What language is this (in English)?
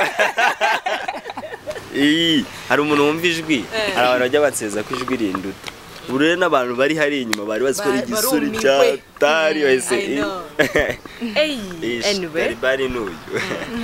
Kinyarwanda